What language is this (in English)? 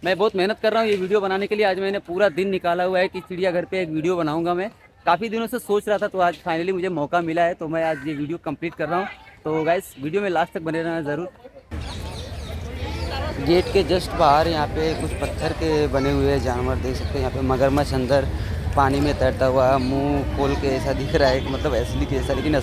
Hindi